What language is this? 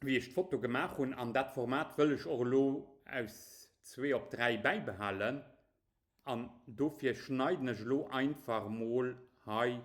Luxembourgish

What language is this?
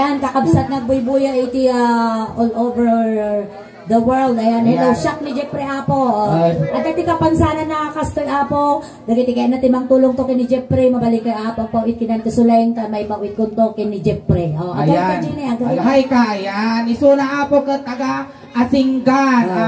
Iloko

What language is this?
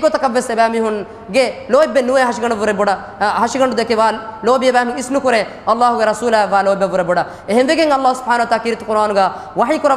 Divehi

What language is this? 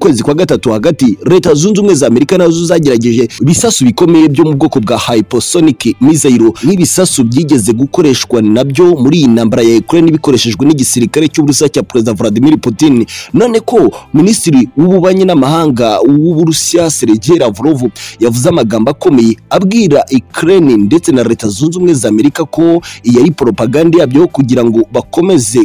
Kinyarwanda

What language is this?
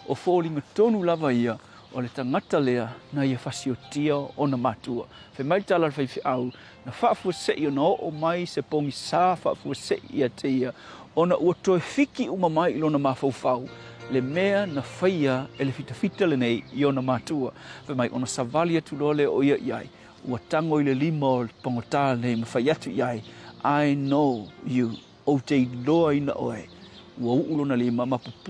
Samoan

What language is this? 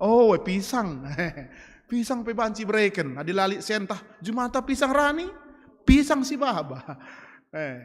Batak Karo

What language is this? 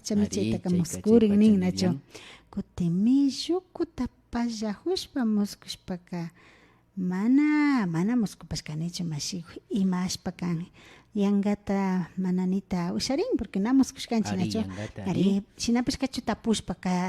Imbabura Highland Quichua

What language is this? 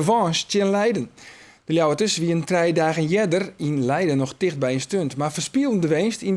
Western Frisian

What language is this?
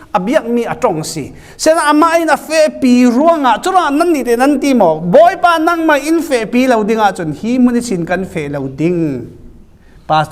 Falam Chin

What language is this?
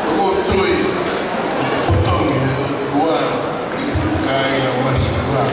Tongan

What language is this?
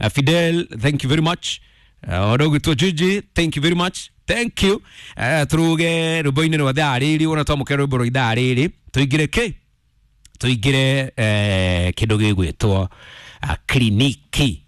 Kikuyu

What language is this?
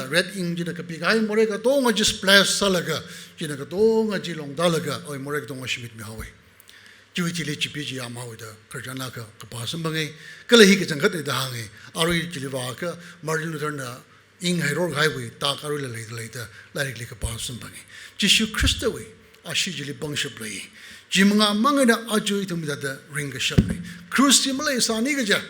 Tangkhul Naga (India)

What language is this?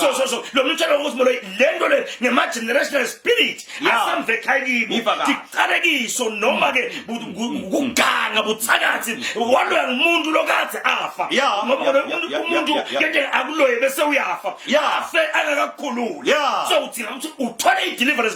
Zulu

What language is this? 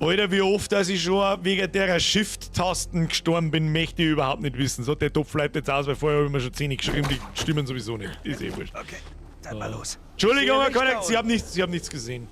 Bavarian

